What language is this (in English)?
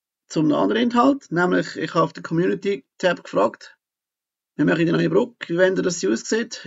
Swiss German